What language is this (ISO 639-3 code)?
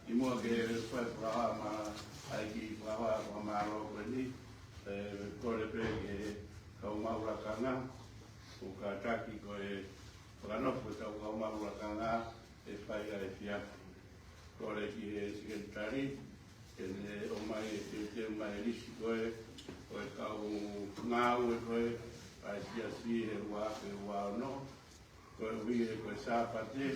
ton